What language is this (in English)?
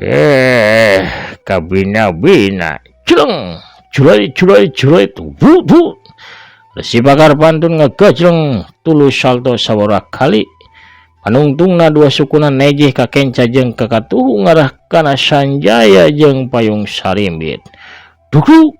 Sundanese